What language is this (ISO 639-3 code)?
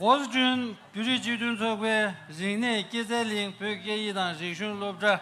bod